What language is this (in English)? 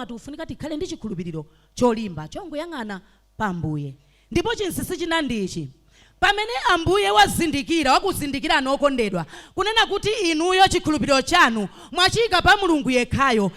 Nyanja